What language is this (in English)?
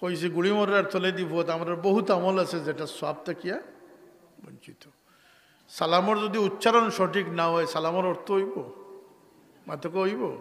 Sylheti